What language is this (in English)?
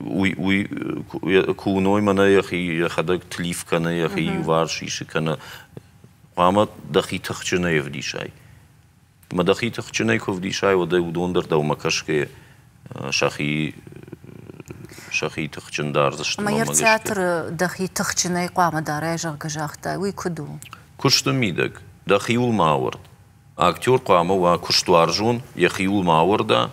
Ossetic